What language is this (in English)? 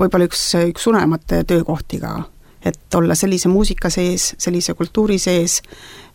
Estonian